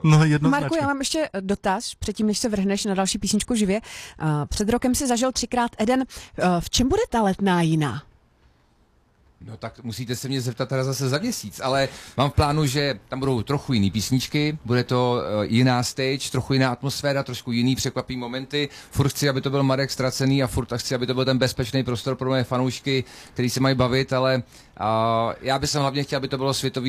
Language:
Czech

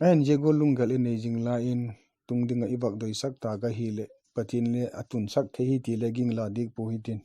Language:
Vaiphei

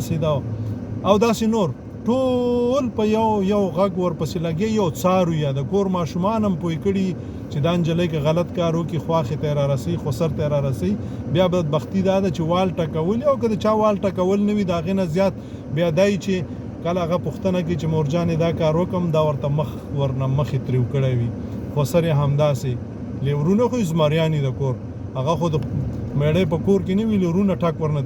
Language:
Pashto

